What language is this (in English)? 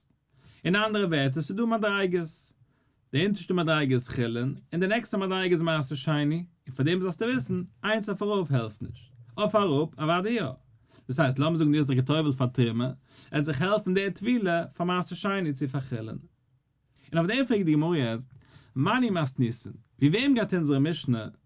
Yiddish